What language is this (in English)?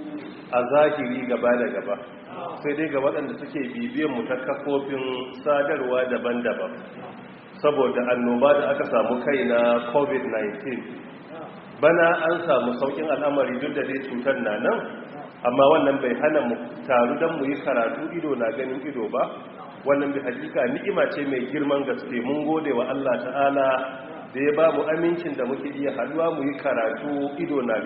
Hausa